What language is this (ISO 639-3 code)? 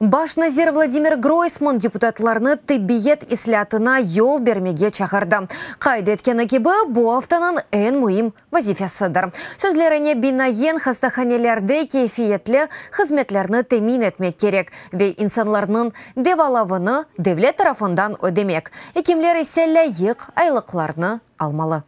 crh